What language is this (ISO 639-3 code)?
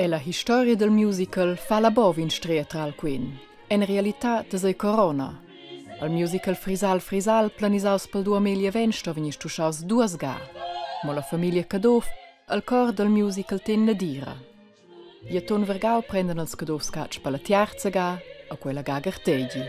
roh